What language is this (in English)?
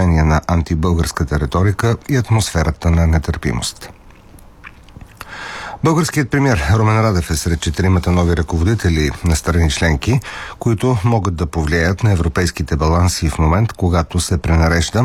Bulgarian